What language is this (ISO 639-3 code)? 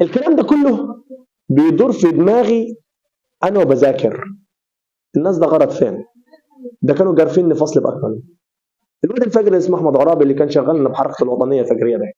arz